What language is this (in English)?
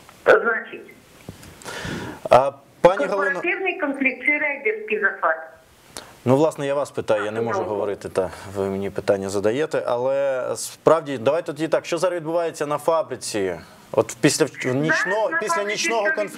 Ukrainian